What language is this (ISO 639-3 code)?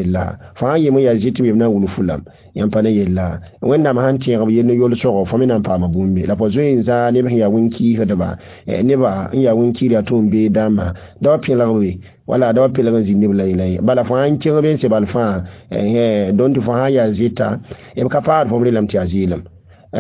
mos